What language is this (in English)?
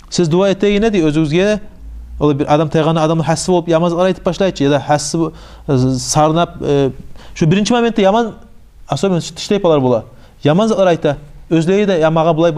Kumyk